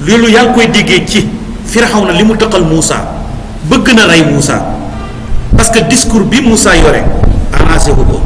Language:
Wolof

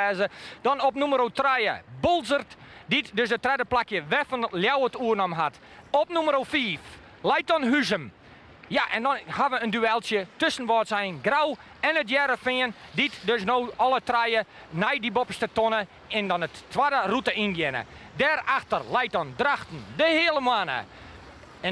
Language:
Western Frisian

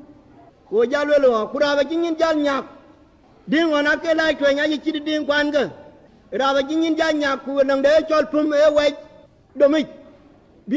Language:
Dinka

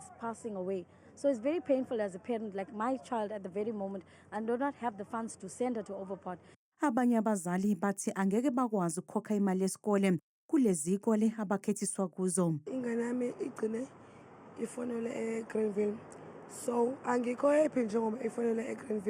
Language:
Zulu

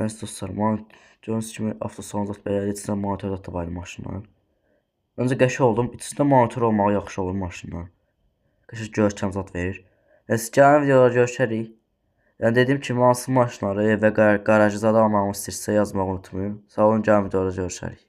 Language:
Azerbaijani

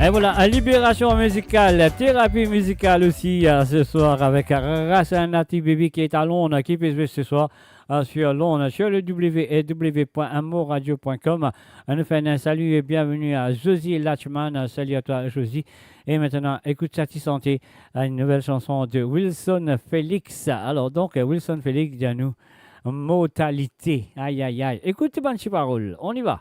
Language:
Morisyen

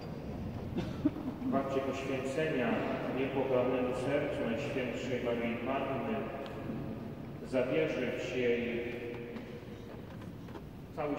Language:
Polish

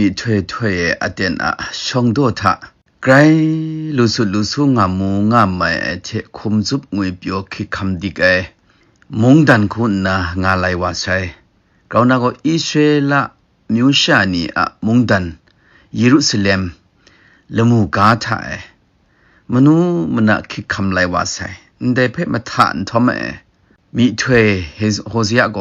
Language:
Kachin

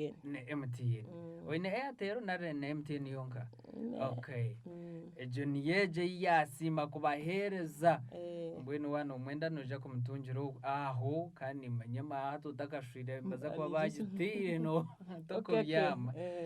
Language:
Nyankole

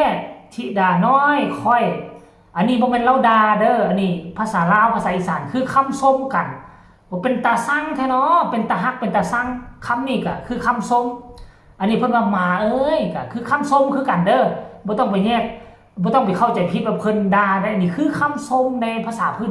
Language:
Northeastern Thai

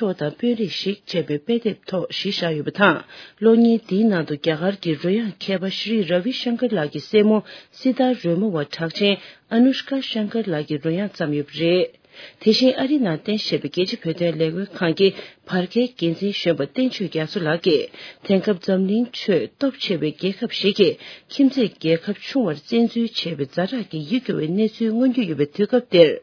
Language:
Tibetan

